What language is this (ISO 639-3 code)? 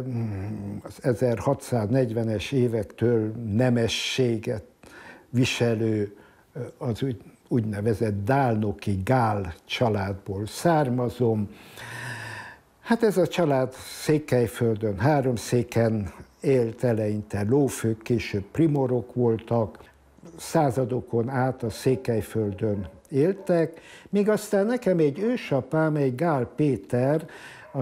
hun